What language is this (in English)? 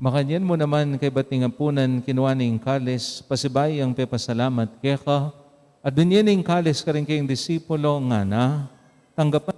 Pampanga